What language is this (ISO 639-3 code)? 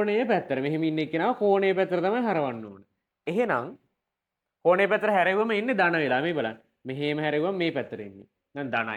sin